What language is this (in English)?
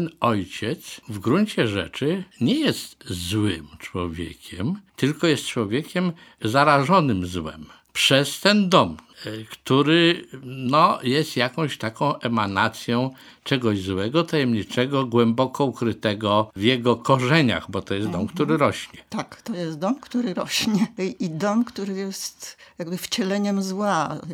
Polish